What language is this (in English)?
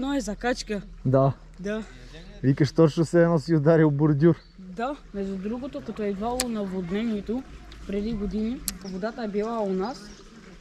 Bulgarian